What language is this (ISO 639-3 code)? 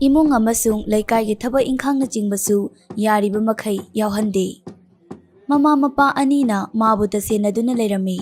mni